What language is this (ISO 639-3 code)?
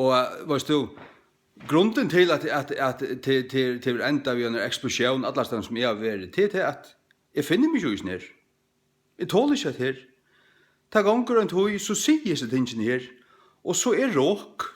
fao